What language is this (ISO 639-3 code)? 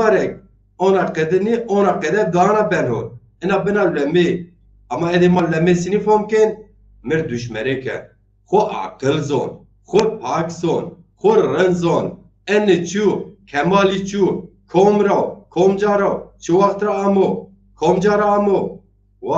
zza